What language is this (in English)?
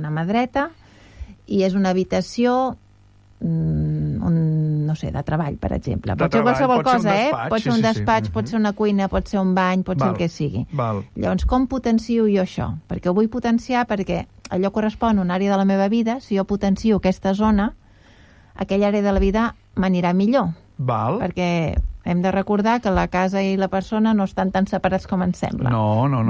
Catalan